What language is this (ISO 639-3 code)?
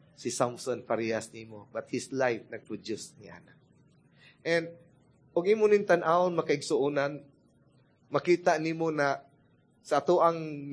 ceb